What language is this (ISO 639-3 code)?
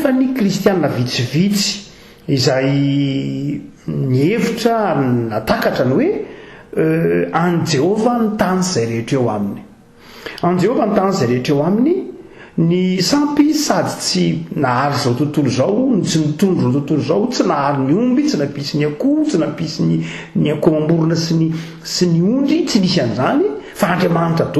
mlg